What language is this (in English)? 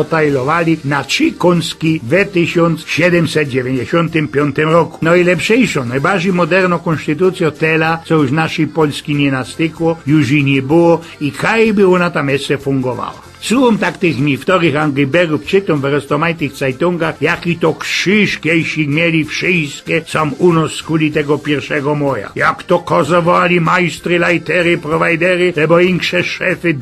Silesian